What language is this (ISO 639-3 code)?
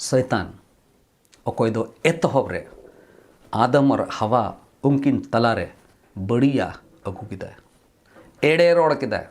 sat